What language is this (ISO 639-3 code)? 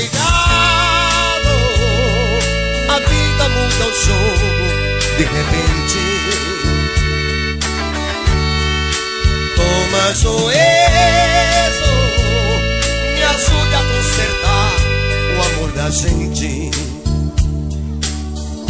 por